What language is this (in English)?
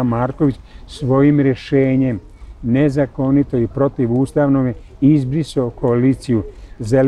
Serbian